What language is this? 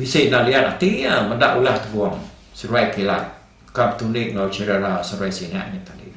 Iban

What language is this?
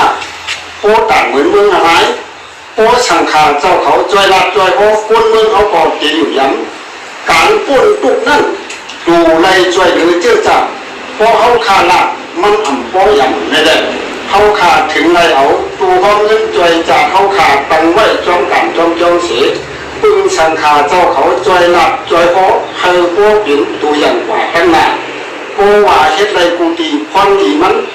Shan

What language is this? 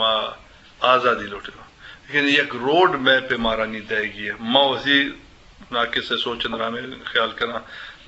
Eastern Balochi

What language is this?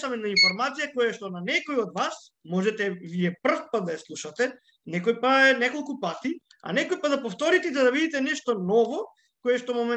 Macedonian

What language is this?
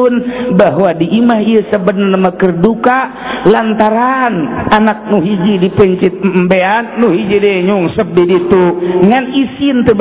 Sundanese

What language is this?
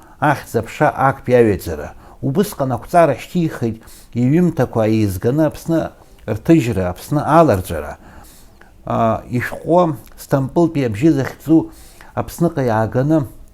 Abkhazian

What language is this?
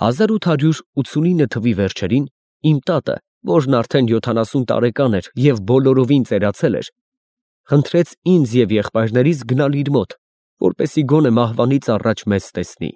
Armenian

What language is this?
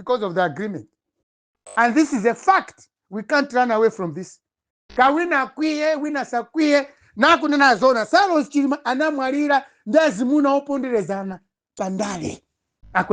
Nyanja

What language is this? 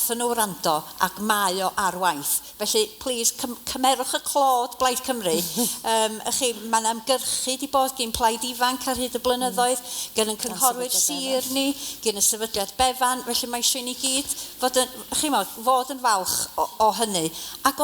Welsh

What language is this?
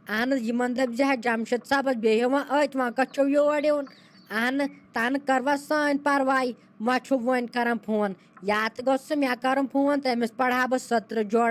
Kashmiri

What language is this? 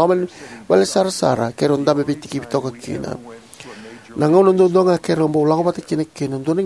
Fijian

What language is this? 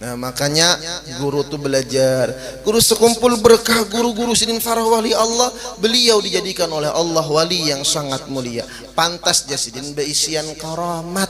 Banjar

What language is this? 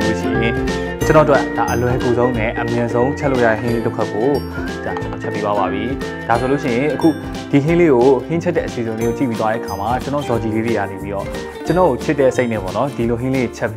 Burmese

